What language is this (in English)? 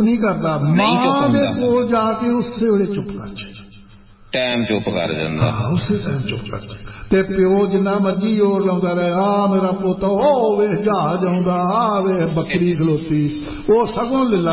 Punjabi